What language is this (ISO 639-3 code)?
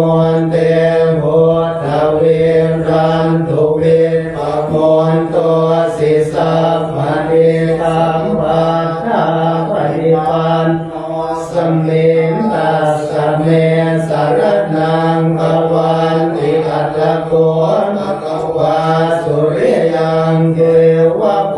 pli